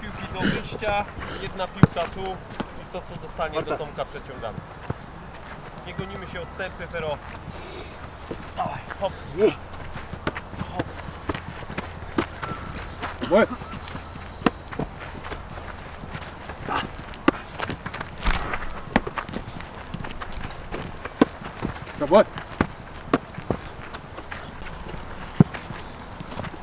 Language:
Polish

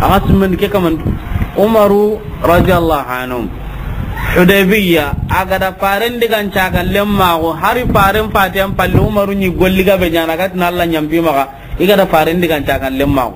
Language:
Soninke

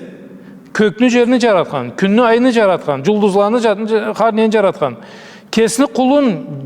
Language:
Karachay-Balkar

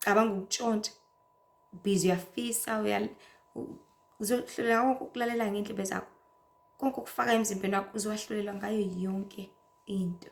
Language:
Zulu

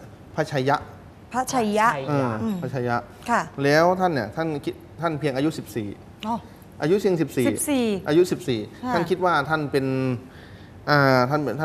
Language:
Thai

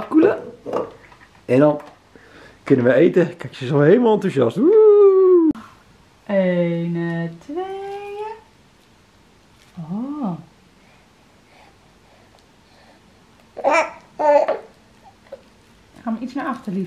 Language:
Dutch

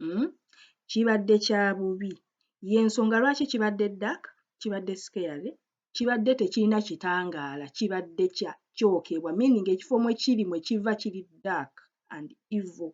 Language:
Ganda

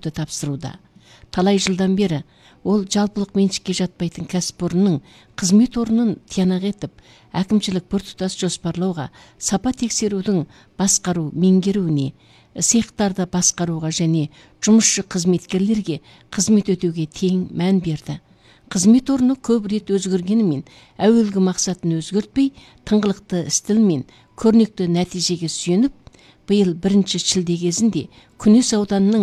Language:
Kazakh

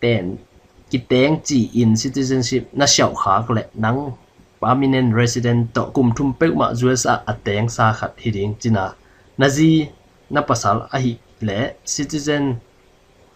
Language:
Tedim Chin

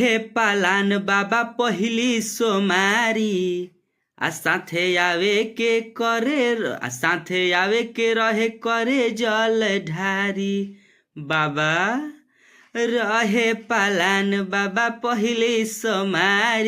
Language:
Bhojpuri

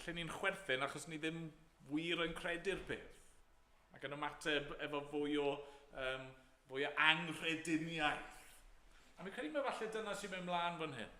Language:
Welsh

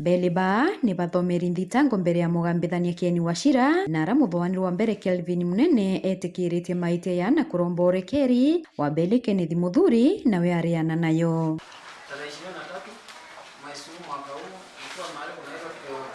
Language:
Meru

